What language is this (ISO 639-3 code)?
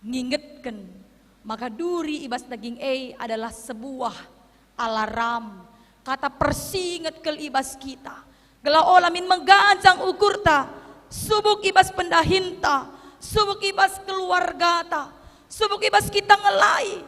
btx